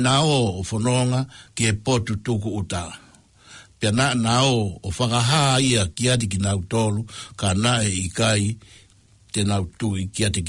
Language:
Tongan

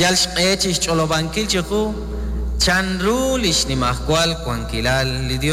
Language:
Kekchí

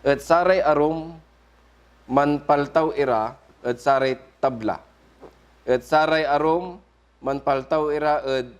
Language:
Pangasinan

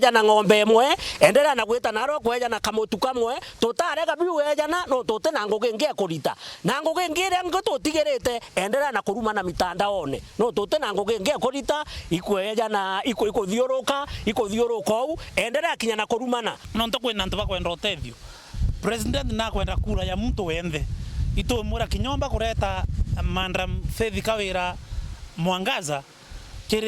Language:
Meru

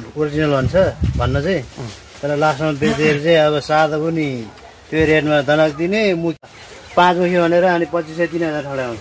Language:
Nepali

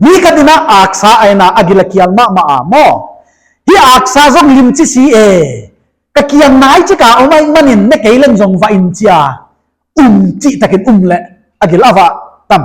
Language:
Paite Chin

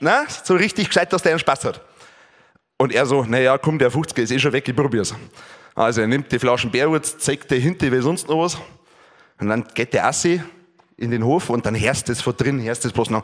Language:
Bavarian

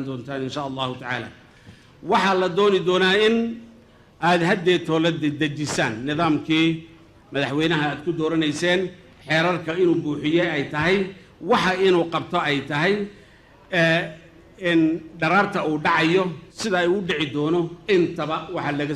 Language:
Somali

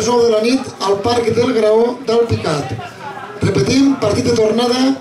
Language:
Catalan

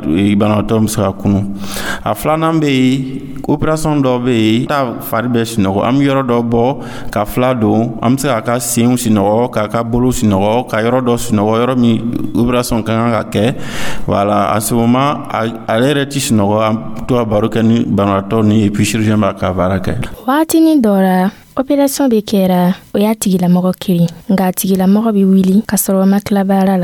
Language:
Dyula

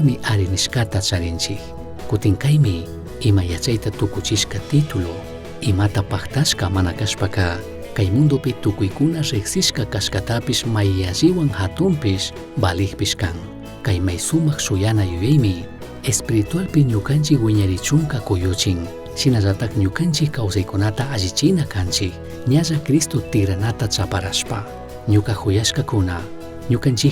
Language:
Chimborazo Highland Quichua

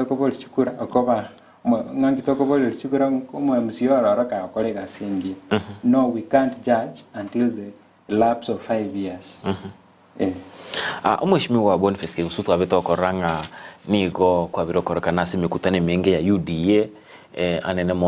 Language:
Gusii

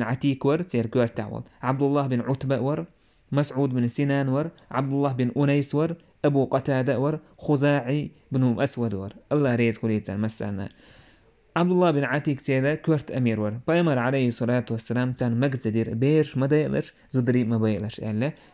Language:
Chechen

